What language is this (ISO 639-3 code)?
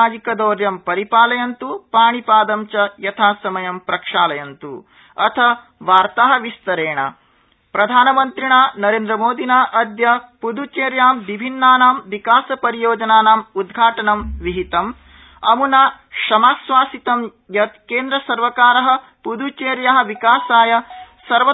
san